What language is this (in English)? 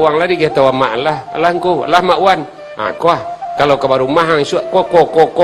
Minangkabau